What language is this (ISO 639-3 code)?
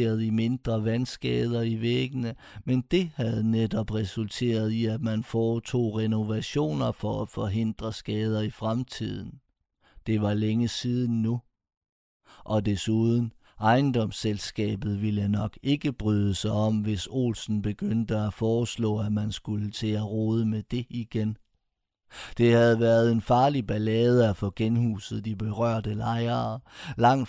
dan